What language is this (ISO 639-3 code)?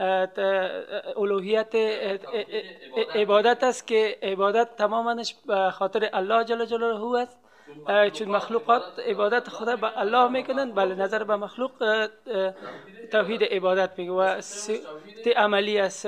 fas